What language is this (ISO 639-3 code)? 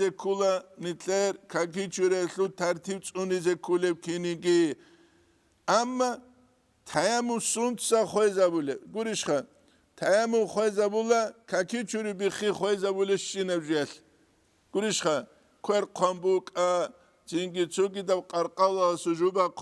ava